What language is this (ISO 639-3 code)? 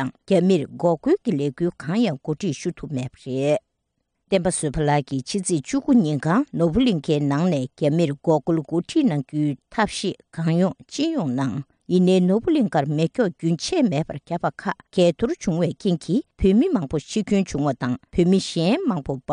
bod